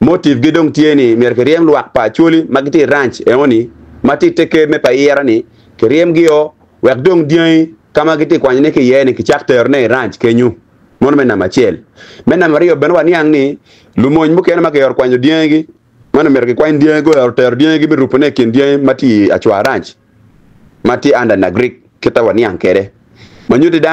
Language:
Acoli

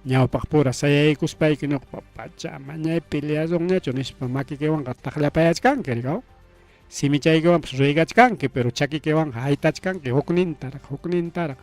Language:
Ayacucho Quechua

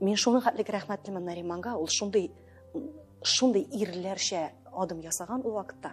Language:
Tatar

